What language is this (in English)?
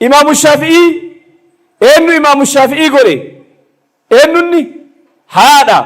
Oromo